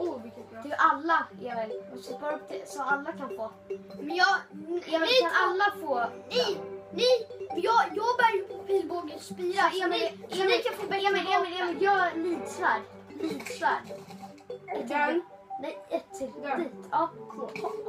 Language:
Swedish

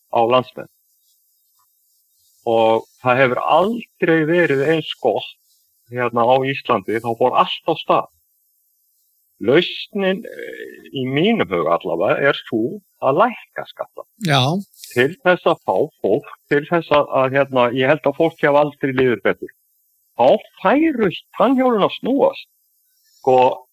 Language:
Icelandic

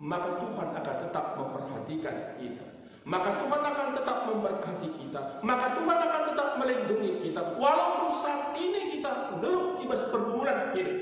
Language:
Batak Karo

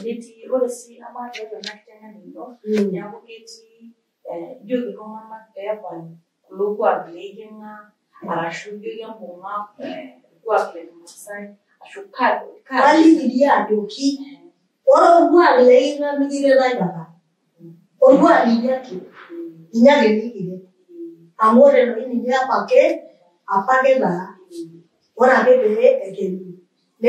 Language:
Masai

